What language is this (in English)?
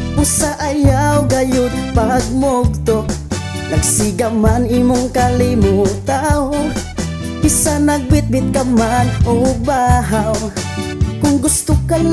Cebuano